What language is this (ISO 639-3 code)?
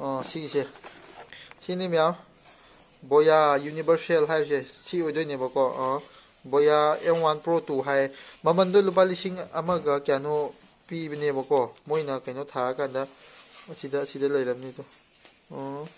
mni